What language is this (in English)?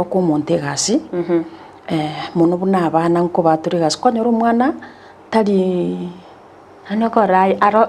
Gusii